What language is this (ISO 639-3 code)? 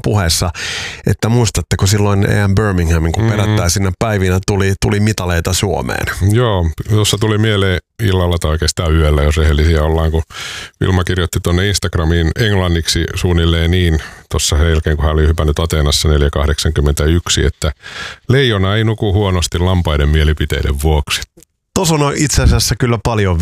fin